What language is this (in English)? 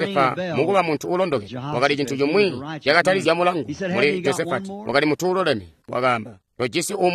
Tonga (Zambia)